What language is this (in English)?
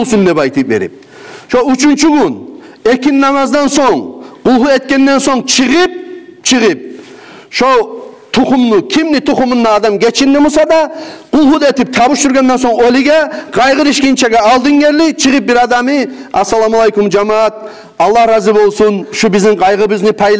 Kumyk